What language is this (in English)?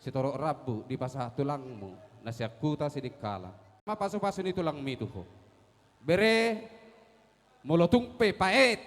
Batak Toba